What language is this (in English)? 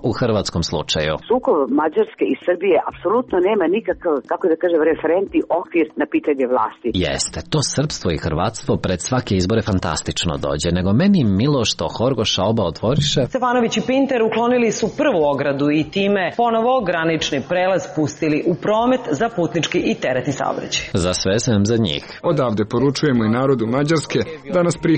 Serbian